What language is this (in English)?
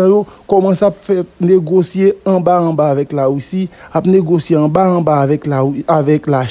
Haitian Creole